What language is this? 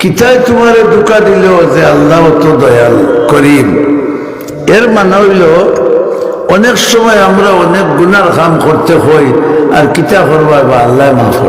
Sylheti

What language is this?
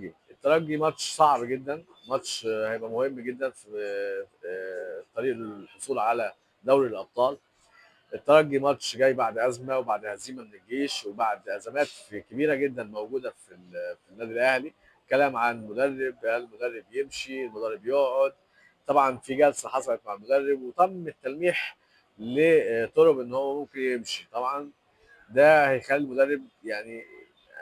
Egyptian Arabic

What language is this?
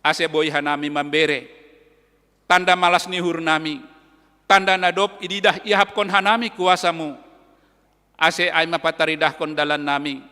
Batak Simalungun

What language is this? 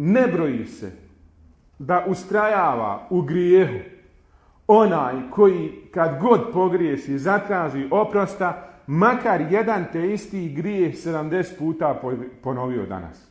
Bosnian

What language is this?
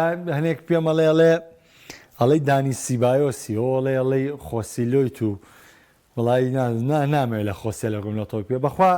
Central Kurdish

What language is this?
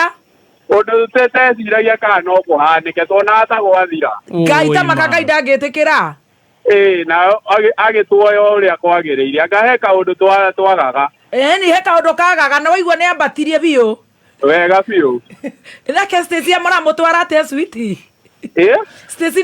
Kikuyu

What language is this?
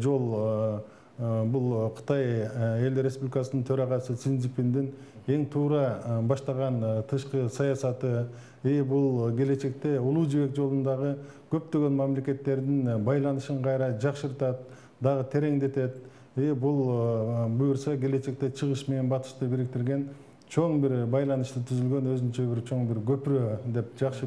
Kyrgyz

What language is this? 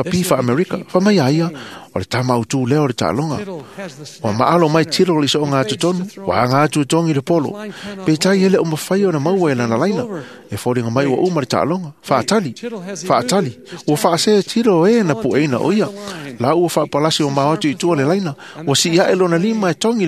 Samoan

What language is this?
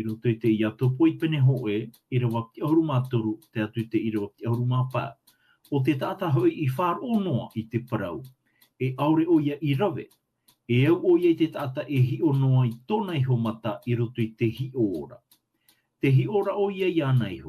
Tahitian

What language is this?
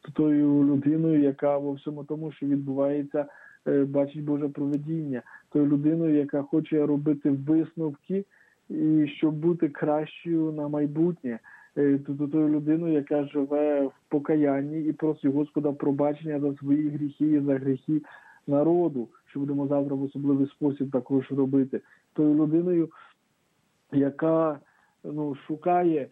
Ukrainian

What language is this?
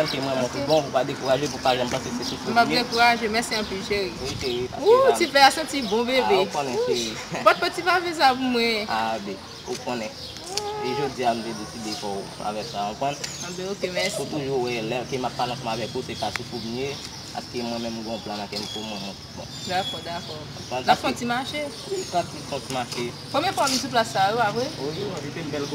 Haitian Creole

